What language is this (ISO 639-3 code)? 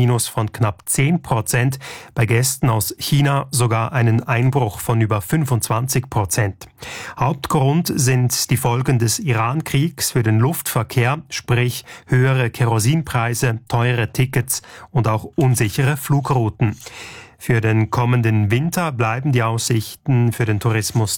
deu